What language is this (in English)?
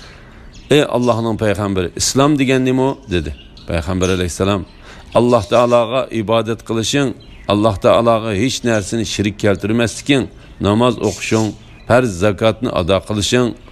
Uyghur